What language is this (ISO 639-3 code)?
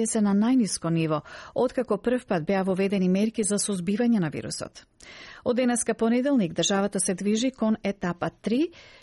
mkd